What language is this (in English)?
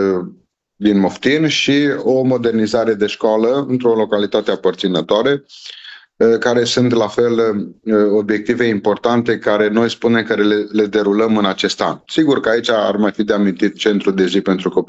Romanian